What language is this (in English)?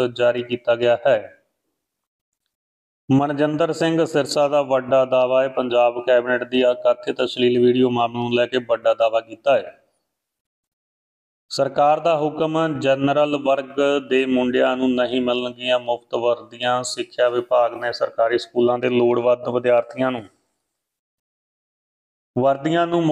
Punjabi